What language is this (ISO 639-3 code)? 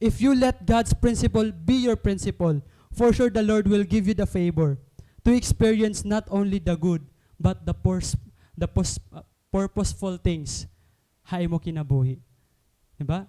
war